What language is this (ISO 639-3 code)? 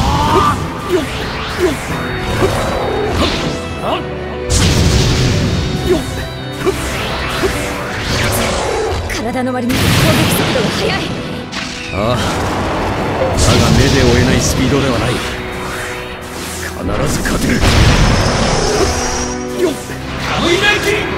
jpn